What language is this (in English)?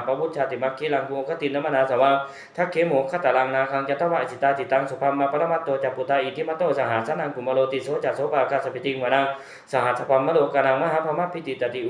Pali